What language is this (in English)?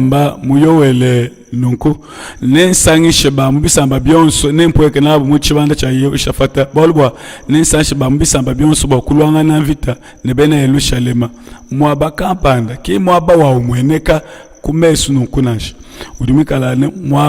Luba-Lulua